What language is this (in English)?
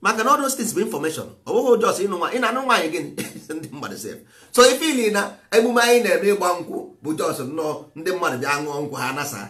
Igbo